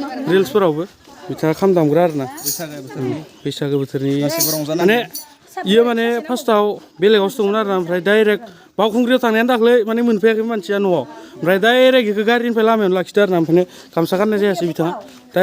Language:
Bodo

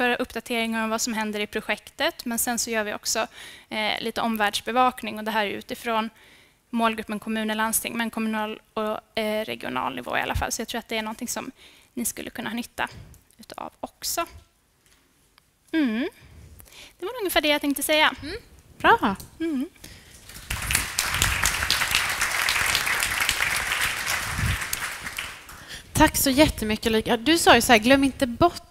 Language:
Swedish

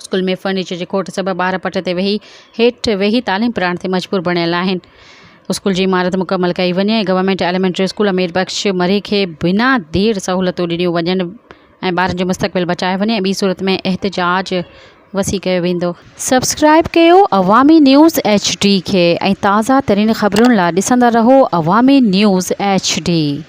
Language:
Sindhi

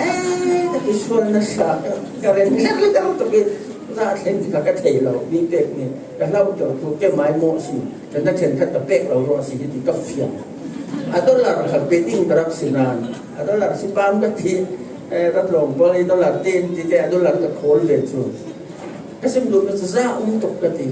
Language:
Falam Chin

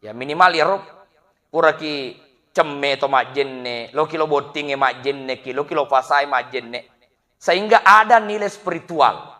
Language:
Buginese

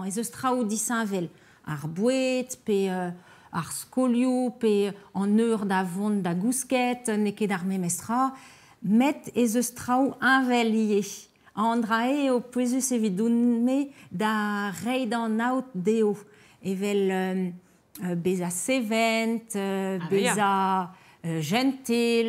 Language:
Breton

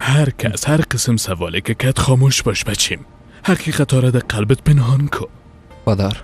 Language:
Persian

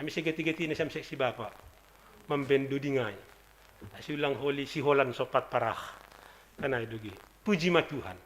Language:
Batak Simalungun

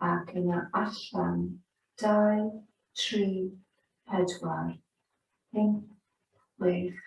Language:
Welsh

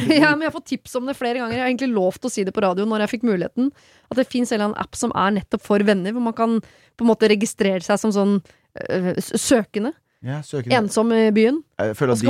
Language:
Norwegian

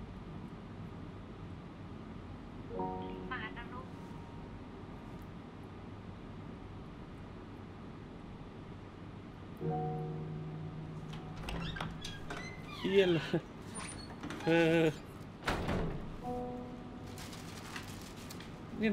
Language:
Thai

